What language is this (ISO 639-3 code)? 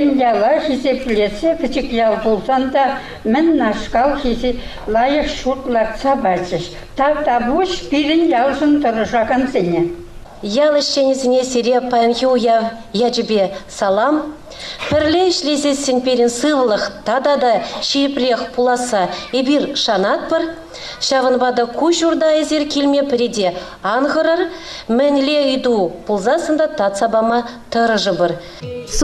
chv